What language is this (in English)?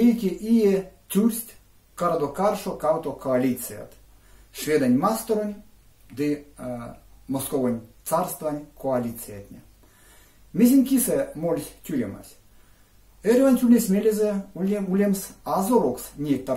Erzya